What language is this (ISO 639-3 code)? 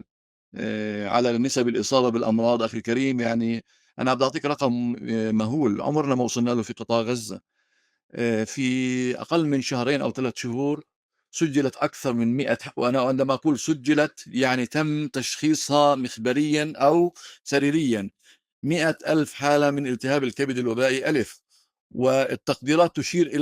apc